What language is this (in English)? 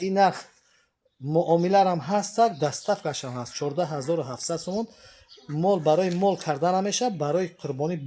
Tajik